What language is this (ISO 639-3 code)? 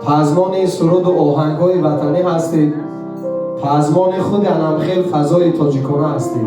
tgk